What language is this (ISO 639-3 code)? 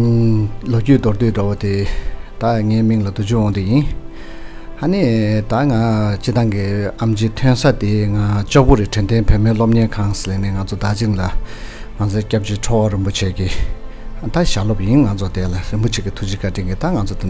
bod